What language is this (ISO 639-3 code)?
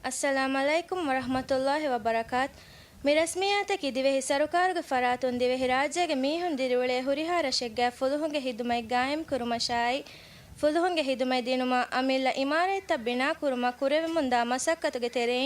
div